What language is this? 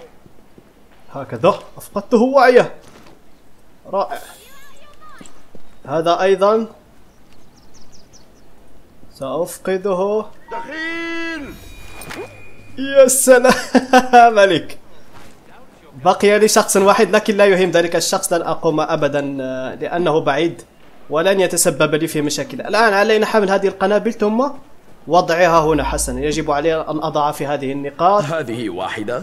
Arabic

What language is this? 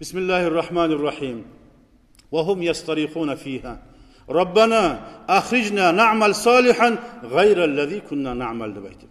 Kumyk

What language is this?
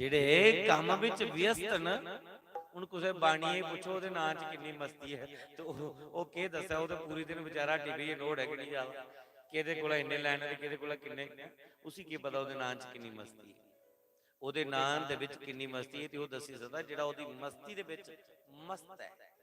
Dogri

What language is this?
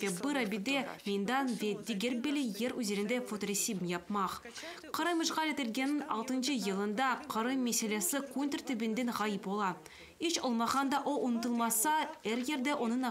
Crimean Tatar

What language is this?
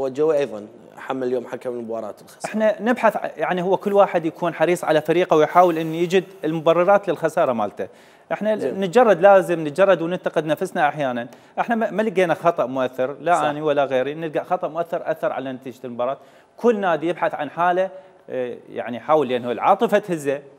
Mesopotamian Arabic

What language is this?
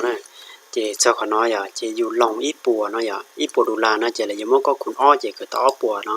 Hmong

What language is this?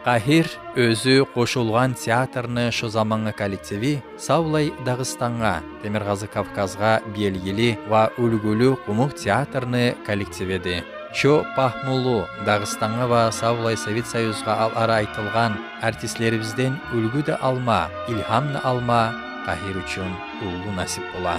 Kumyk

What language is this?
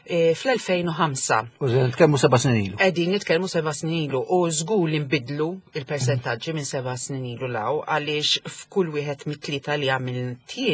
Maltese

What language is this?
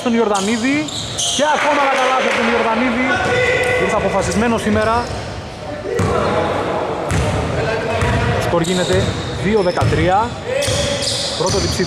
Greek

